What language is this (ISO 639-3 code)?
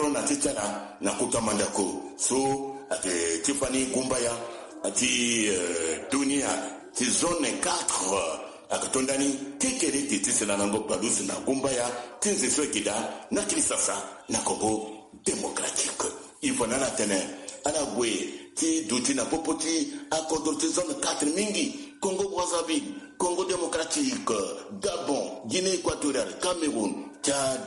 sag